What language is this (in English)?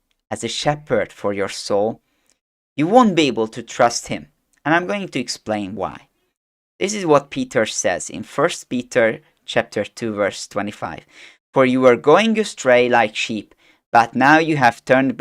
English